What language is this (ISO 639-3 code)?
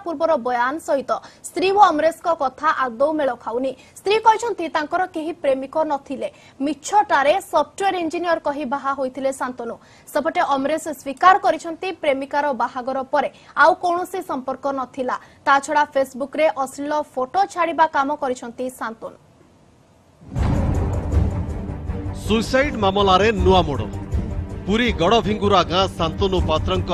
ori